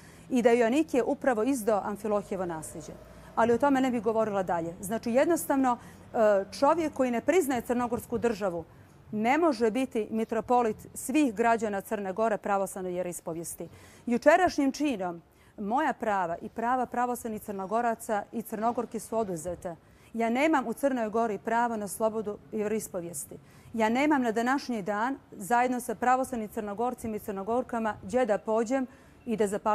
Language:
Serbian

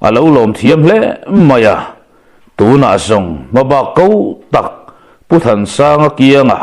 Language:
Mizo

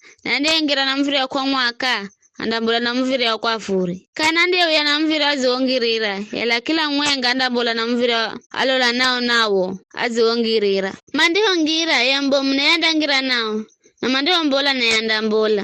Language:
Giryama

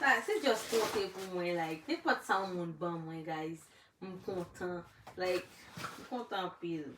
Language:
Haitian Creole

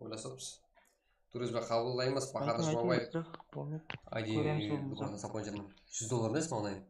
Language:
Kara-Kalpak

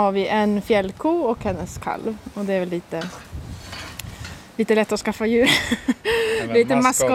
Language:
Swedish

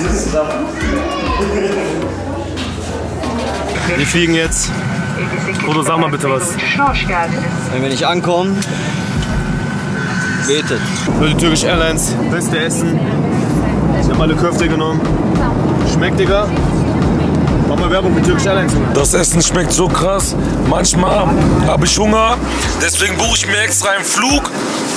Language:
German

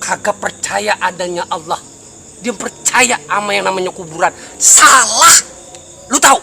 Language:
Betawi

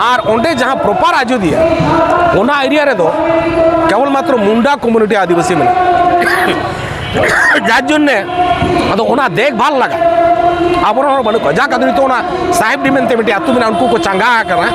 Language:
Santali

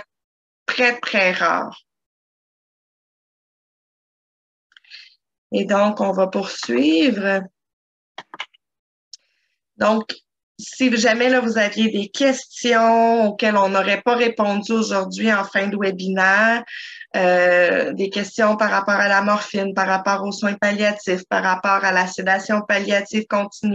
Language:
French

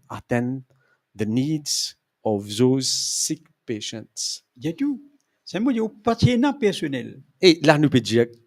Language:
Morisyen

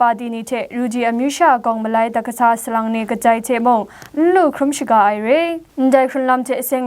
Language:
Kachin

